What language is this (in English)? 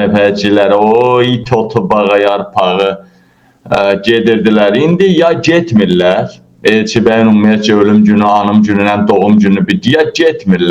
Azerbaijani